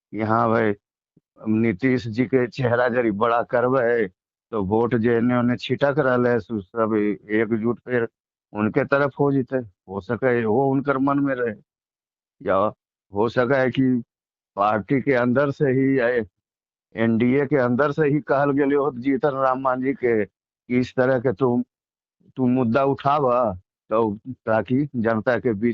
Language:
Magahi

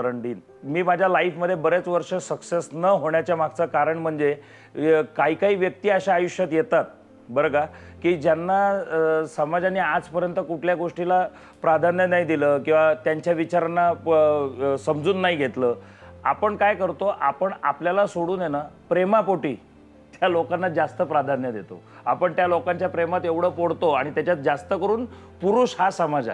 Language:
Marathi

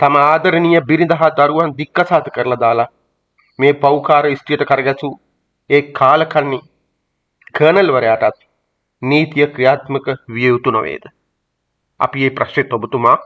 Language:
Sinhala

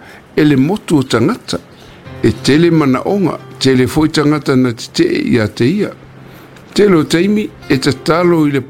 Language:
Samoan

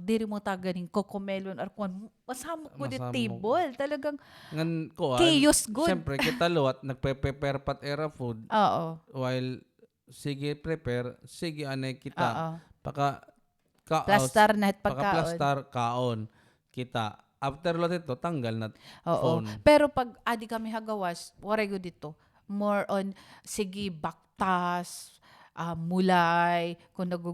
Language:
Waray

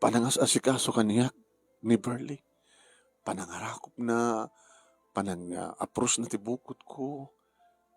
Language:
Iloko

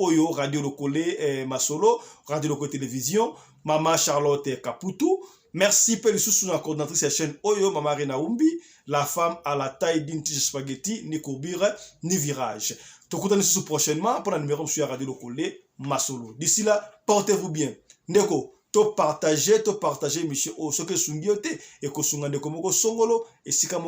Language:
Lingala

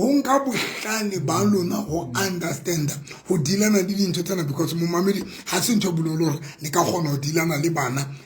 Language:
Southern Sotho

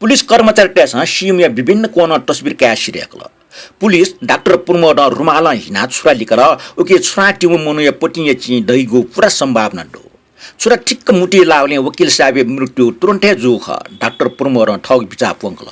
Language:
Newari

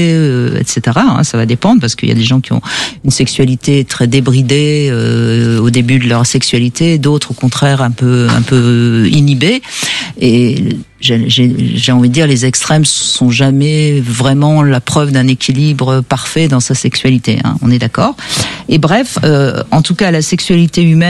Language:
French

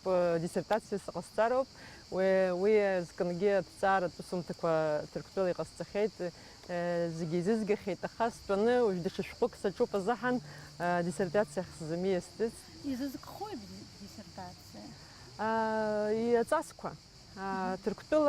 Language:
Abkhazian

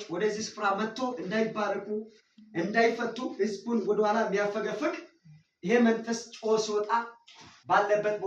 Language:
Amharic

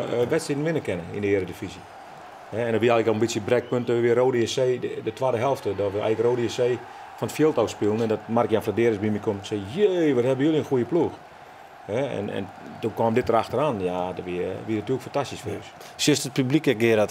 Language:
Western Frisian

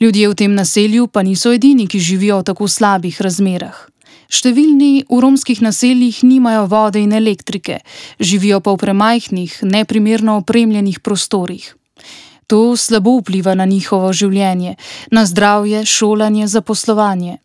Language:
Slovenian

